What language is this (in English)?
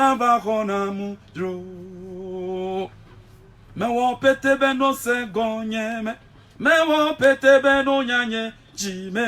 Ewe